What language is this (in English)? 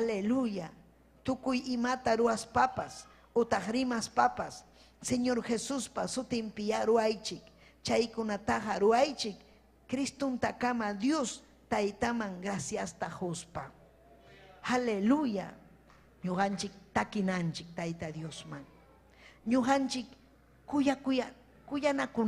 Ayacucho Quechua